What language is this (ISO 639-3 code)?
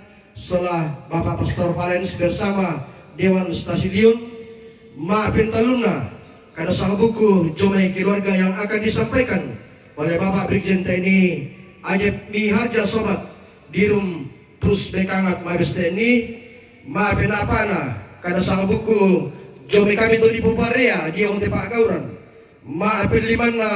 sda